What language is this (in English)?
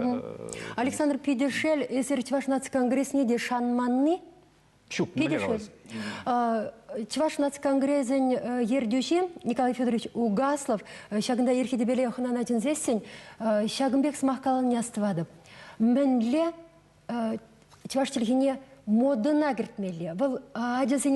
Chuvash